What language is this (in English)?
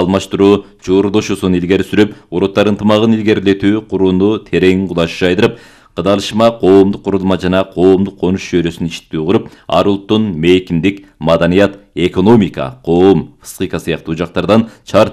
Kyrgyz